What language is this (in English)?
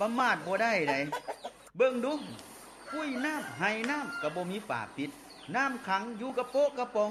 Lao